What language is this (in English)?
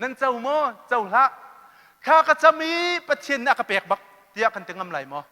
Hakha Chin